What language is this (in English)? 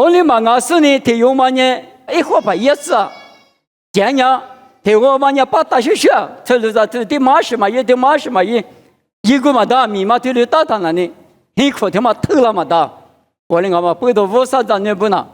Lisu